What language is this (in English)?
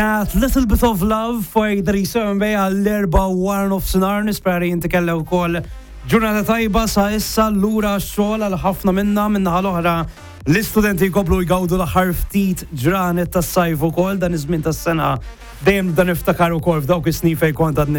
Maltese